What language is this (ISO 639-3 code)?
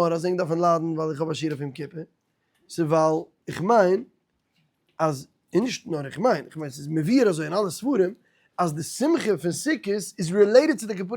yid